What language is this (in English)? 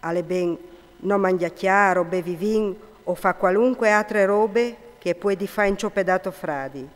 Friulian